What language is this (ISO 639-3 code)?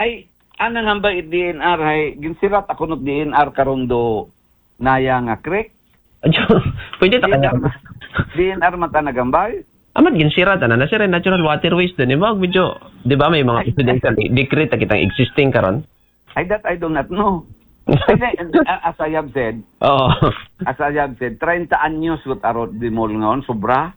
akl